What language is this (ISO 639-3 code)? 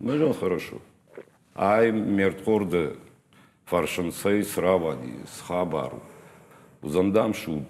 oss